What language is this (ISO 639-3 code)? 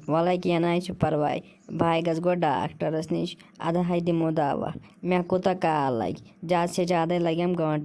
kas